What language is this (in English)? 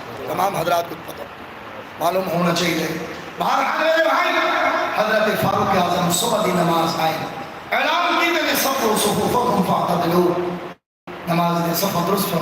Saraiki